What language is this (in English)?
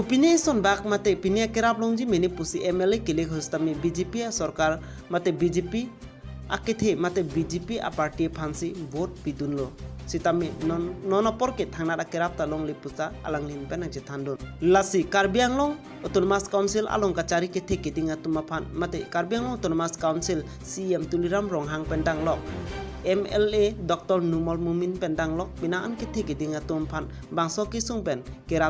Karbi